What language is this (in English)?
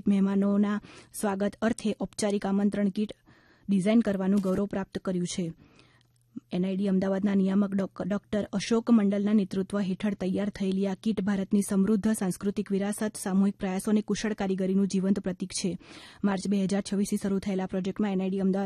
Gujarati